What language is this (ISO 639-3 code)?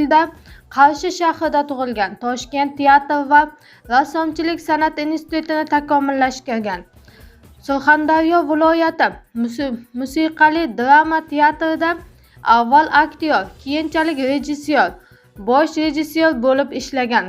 uzb